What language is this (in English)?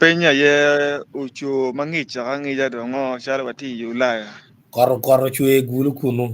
Acoli